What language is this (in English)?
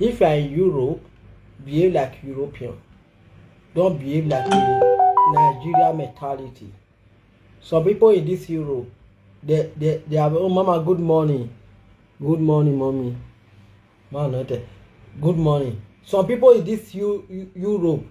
Nigerian Pidgin